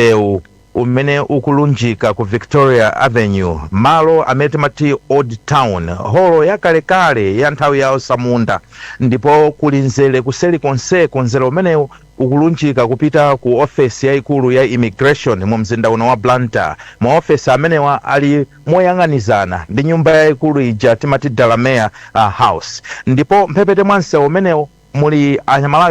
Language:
Nyanja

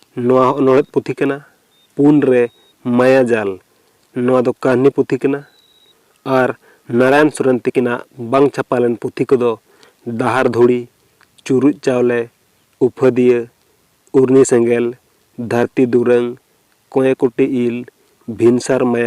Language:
Santali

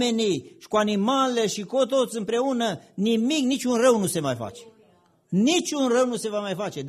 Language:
Romanian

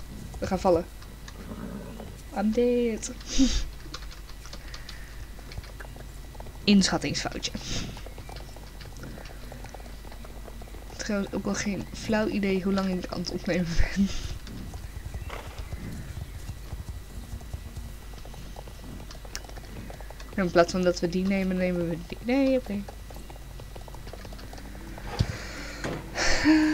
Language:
Dutch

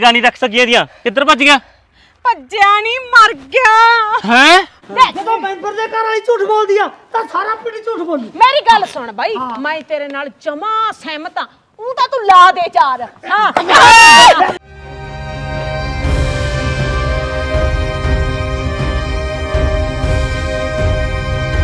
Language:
Punjabi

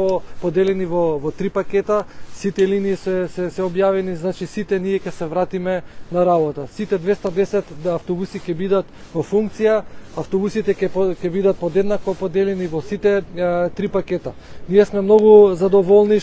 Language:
Macedonian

